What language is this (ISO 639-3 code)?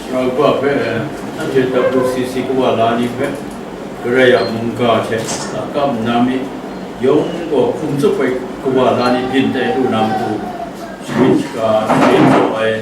kac